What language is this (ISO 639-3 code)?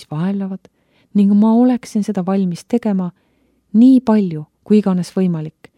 est